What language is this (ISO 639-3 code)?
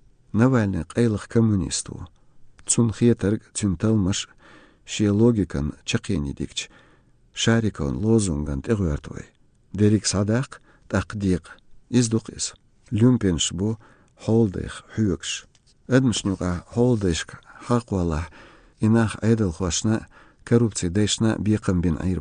che